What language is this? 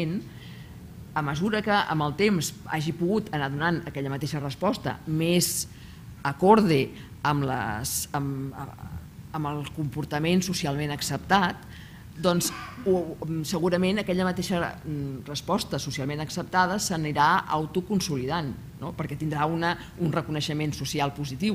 Catalan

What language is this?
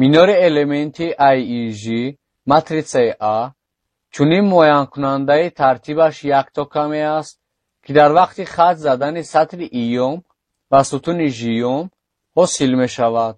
Tajik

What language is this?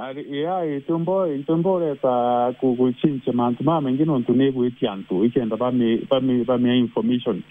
Meru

